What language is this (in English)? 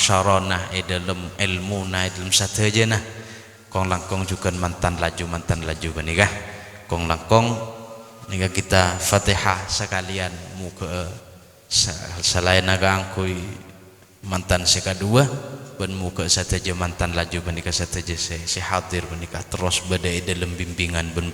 Madurese